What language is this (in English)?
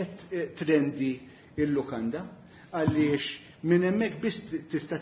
Maltese